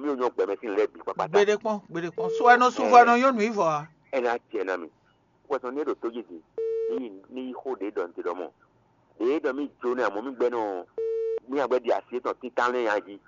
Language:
Fon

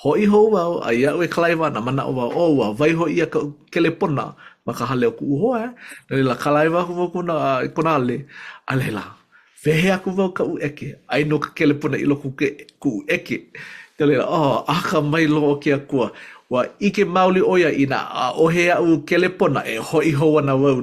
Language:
Hawaiian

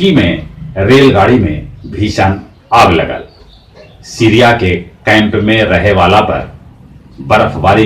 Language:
Magahi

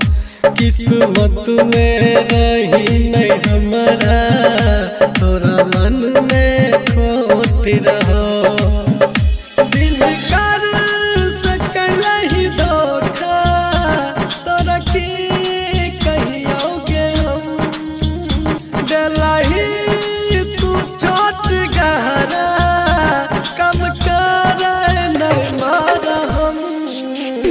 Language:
Bhojpuri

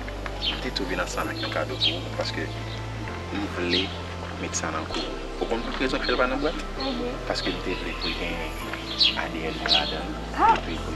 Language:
Haitian Creole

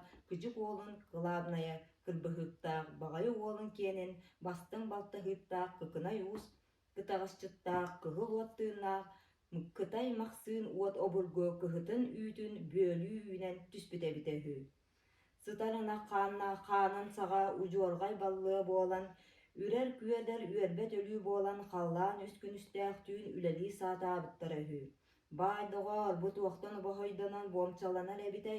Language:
Yakut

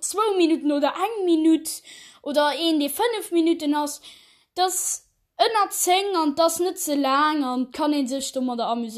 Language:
Luxembourgish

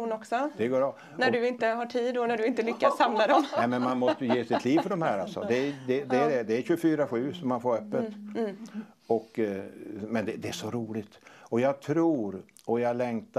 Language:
Swedish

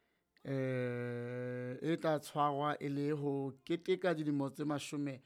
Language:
Southern Sotho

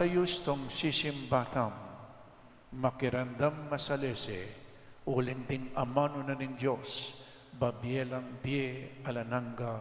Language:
Pampanga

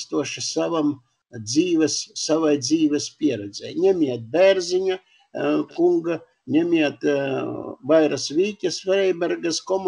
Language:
Latvian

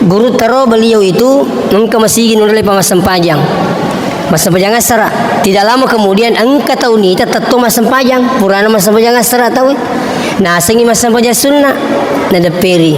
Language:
Buginese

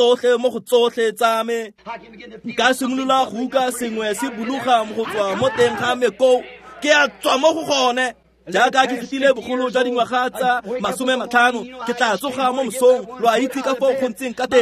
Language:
Tswana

